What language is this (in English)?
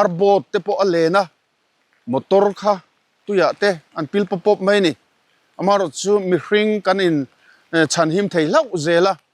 Mizo